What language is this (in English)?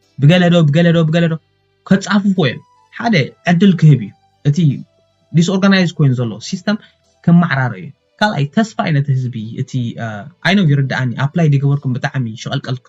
Tigrinya